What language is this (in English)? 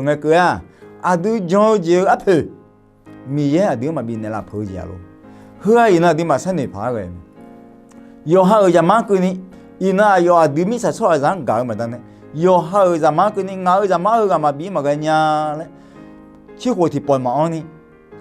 Akha